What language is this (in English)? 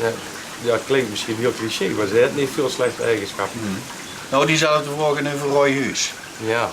Limburgish